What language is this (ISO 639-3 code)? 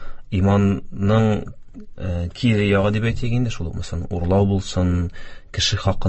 tat